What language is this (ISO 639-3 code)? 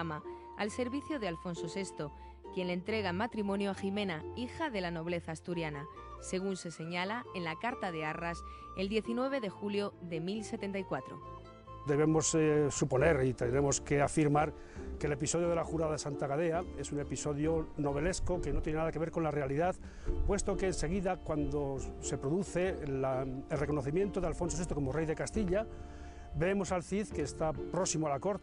spa